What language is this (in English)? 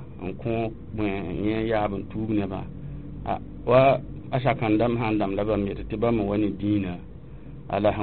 Mossi